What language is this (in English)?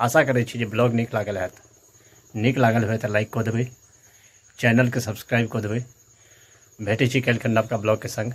Maithili